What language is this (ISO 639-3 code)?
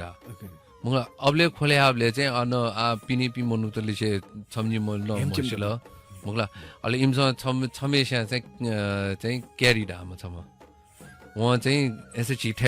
new